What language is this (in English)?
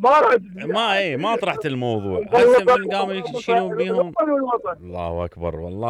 Mesopotamian Arabic